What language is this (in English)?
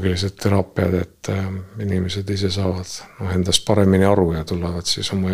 Estonian